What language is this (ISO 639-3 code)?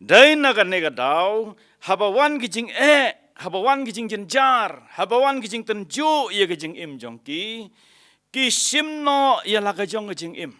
kha